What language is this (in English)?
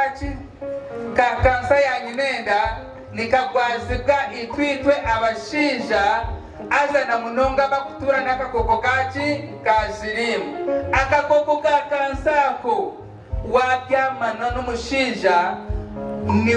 Nyankole